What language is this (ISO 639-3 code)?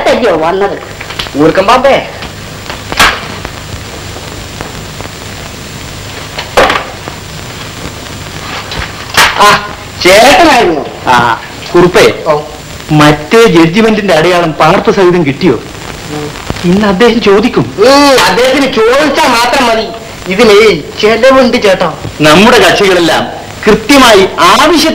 mal